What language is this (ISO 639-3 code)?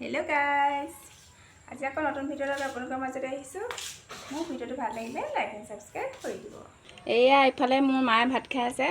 asm